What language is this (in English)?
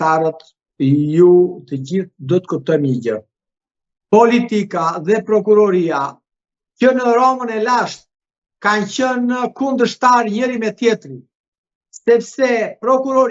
Albanian